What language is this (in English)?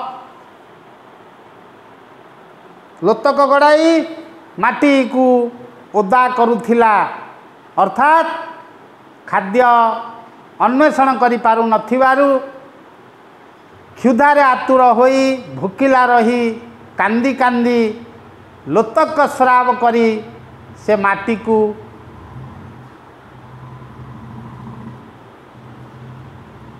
Odia